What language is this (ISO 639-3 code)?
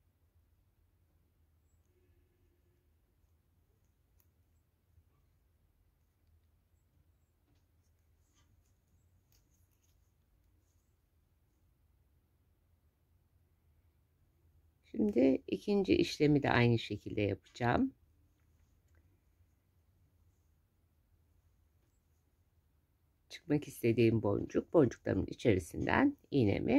tur